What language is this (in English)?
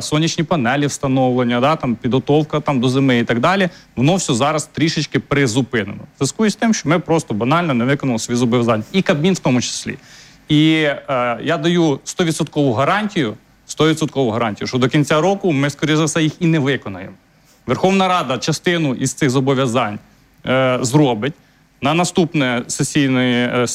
Ukrainian